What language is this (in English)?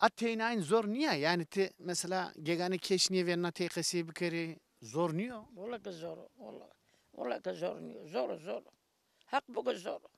Zaza